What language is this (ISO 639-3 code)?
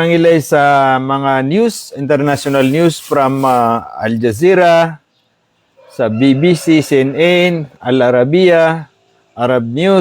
mrw